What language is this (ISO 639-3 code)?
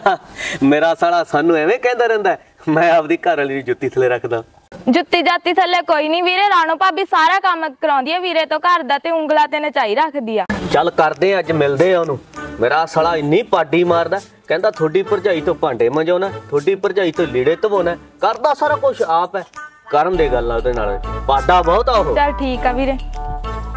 pan